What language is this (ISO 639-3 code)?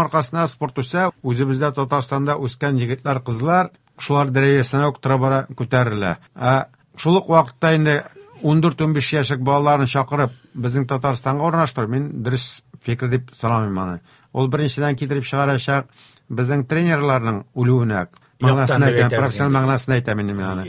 tat